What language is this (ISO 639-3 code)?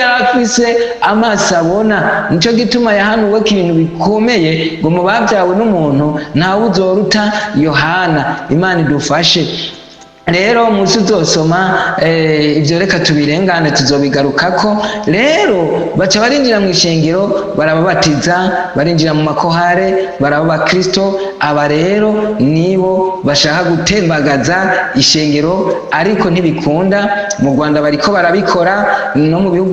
run